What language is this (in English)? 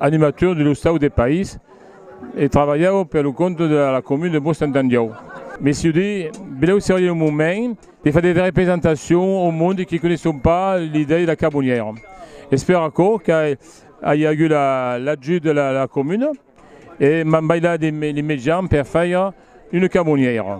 Occitan